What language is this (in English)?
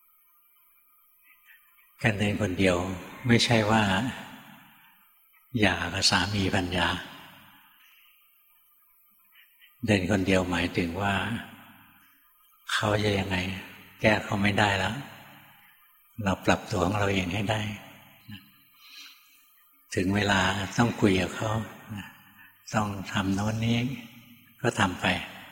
Thai